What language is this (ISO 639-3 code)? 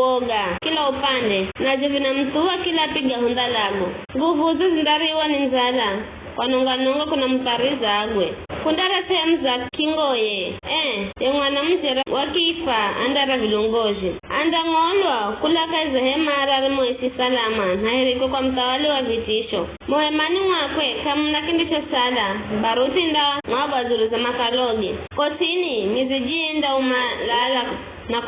nyf